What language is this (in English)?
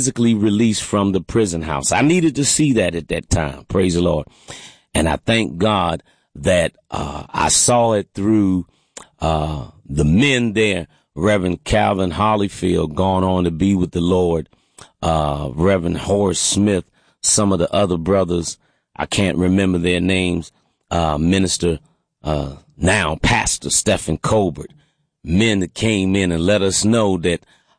English